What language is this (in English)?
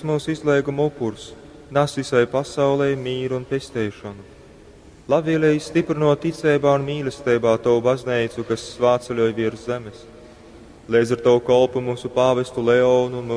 Latgalian